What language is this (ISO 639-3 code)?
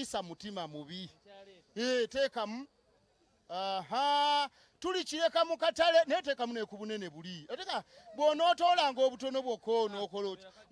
lug